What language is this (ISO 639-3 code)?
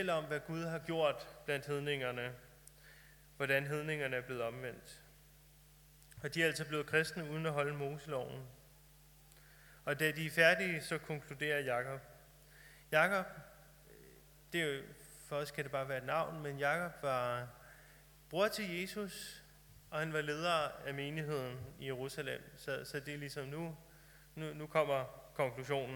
dan